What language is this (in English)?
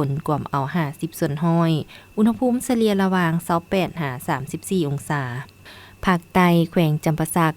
Lao